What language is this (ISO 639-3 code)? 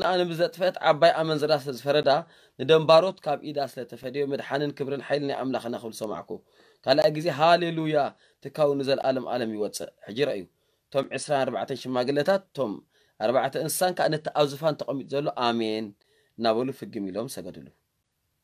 tir